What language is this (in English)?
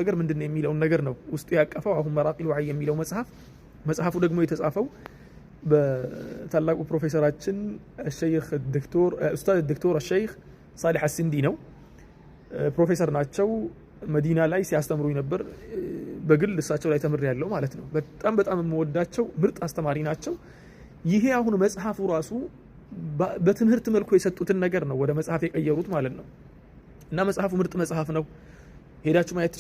Amharic